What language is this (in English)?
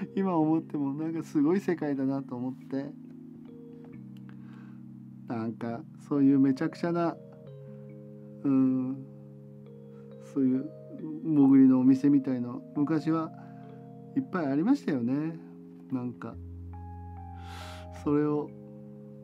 Japanese